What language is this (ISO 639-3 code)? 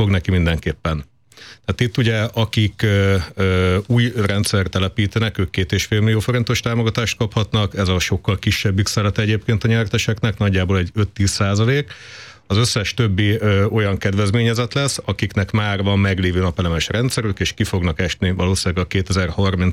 hun